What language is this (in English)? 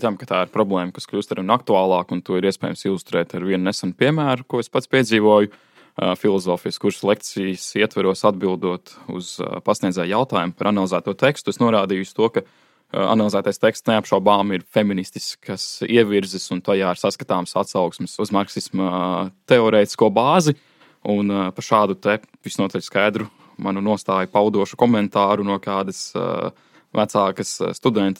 Latvian